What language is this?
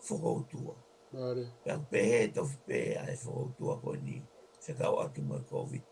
Tongan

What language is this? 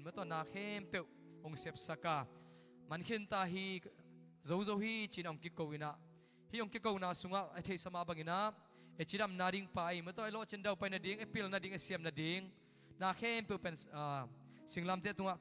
Tedim Chin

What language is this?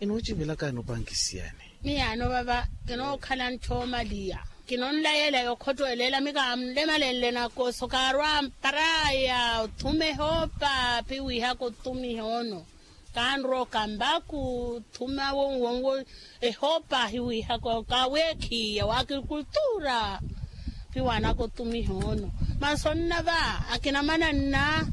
Makhuwa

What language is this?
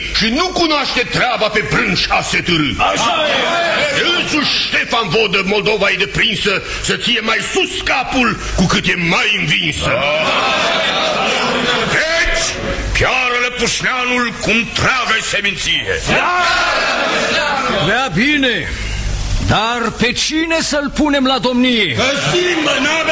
Romanian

